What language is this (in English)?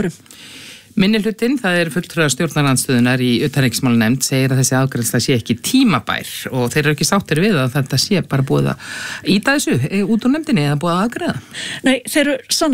Icelandic